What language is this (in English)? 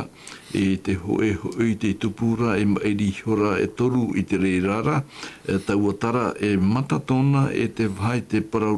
Tahitian